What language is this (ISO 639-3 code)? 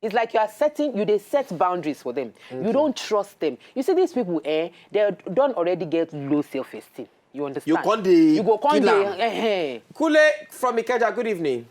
pcm